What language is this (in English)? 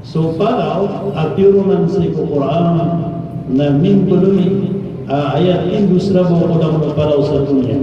Maranao